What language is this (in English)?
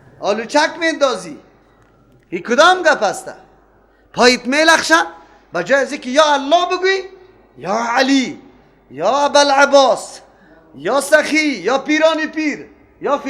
Persian